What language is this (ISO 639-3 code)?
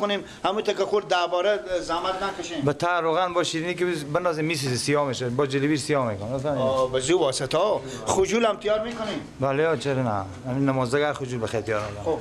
fas